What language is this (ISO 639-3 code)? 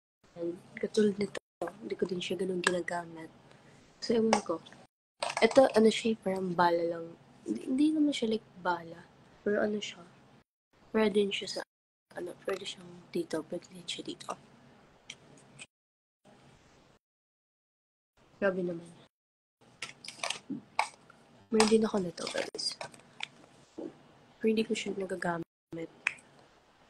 fil